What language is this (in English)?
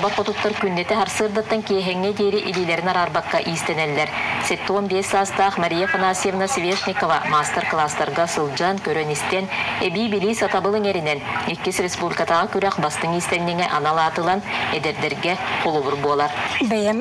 Yakut